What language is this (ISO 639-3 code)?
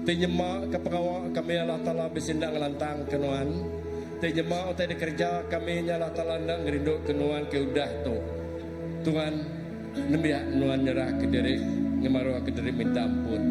iba